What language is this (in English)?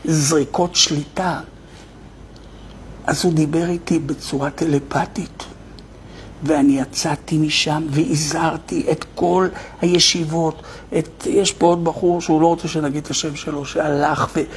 Hebrew